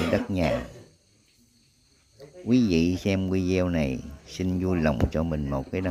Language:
Vietnamese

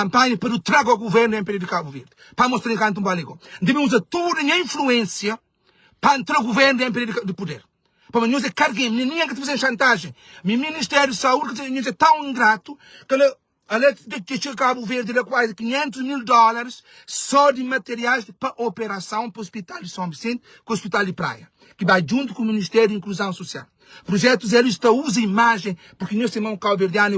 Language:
Kabuverdianu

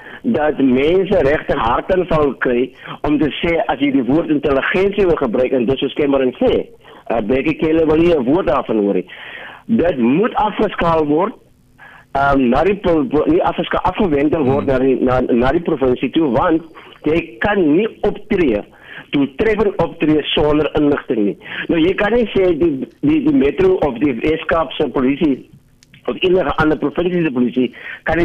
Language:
Afrikaans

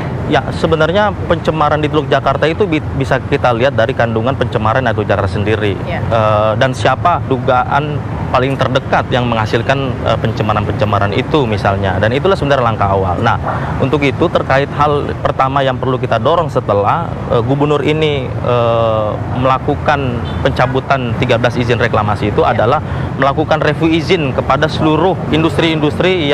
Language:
Indonesian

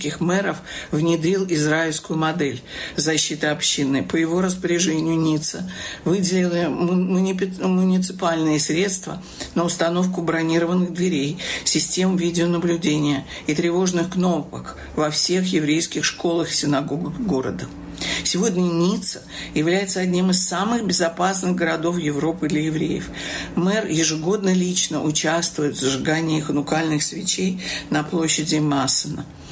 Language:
Russian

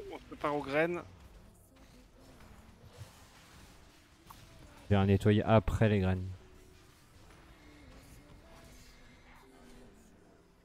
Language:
French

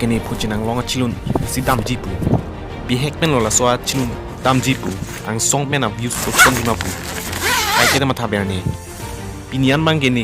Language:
Karbi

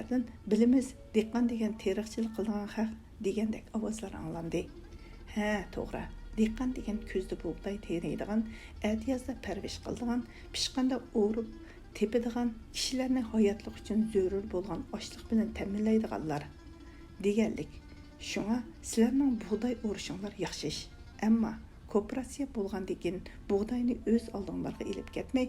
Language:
Uyghur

